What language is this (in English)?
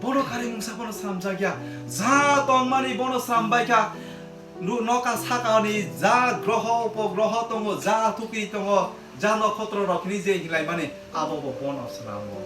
Kok Borok